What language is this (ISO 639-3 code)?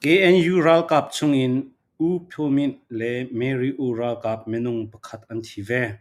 cfm